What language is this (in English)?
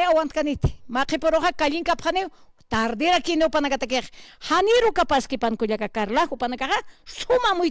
Aymara